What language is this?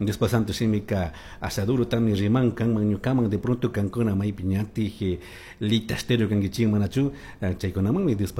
Chimborazo Highland Quichua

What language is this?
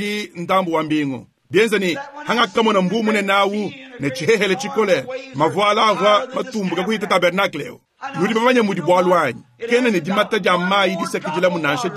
Luba-Lulua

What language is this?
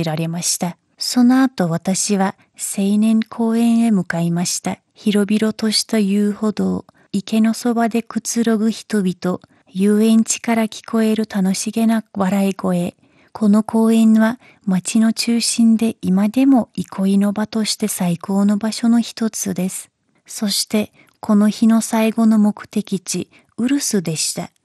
Japanese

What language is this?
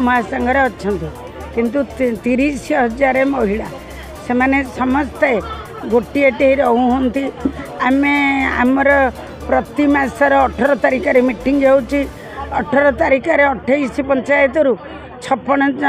Odia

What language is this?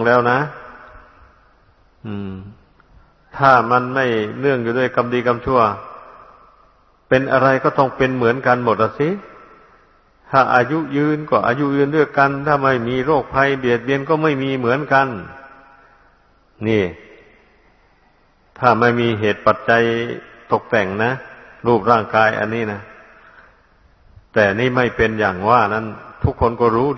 Thai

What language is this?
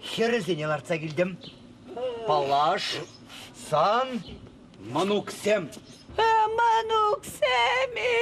Chuvash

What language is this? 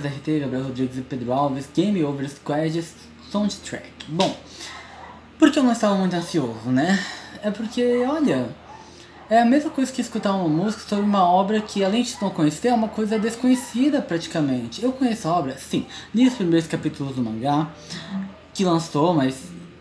Portuguese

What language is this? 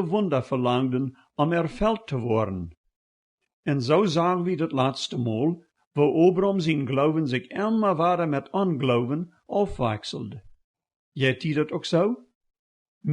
Plautdietsch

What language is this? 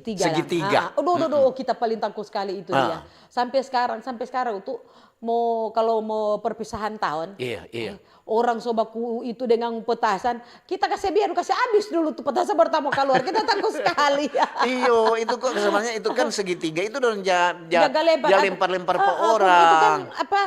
Manado Malay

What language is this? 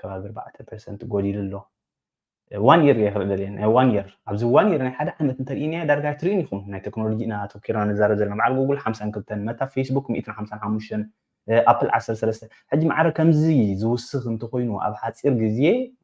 Tigrinya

